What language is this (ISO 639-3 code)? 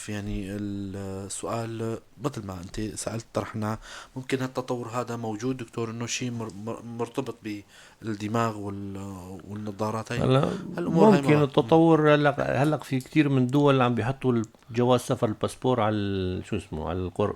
apc